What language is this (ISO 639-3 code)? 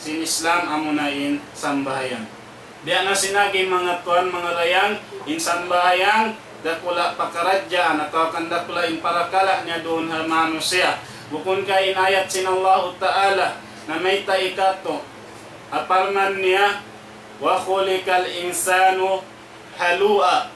tsg